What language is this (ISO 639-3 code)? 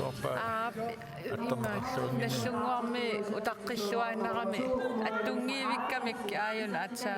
kal